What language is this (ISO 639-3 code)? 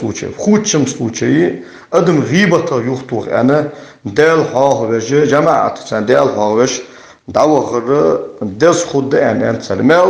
inh